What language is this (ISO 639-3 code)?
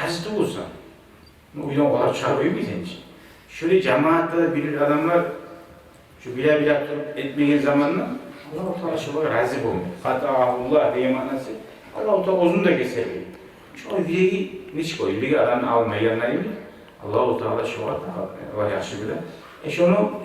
kum